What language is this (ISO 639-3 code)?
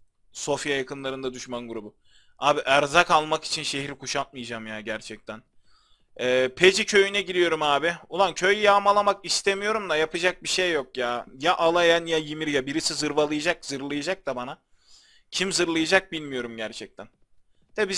tur